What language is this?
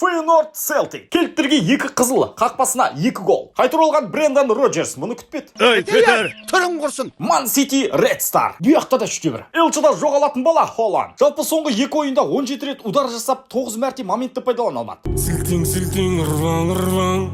Kazakh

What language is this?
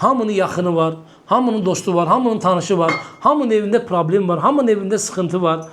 Azerbaijani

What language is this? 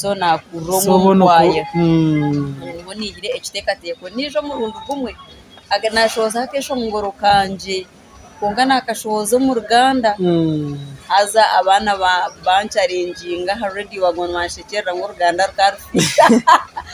Nyankole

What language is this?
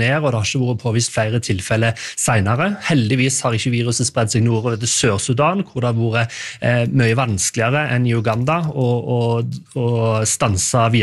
Norwegian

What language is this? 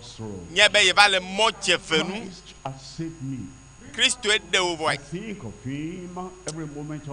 Ewe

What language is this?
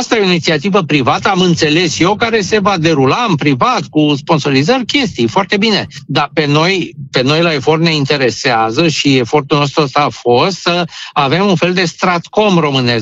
Romanian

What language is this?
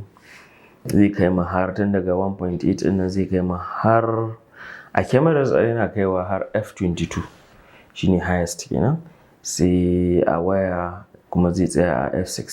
Hausa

